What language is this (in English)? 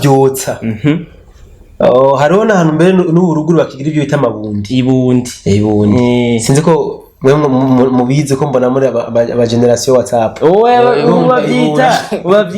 Rundi